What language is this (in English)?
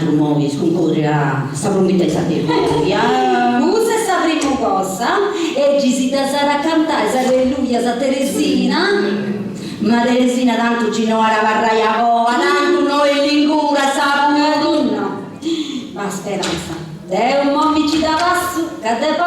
Sardinian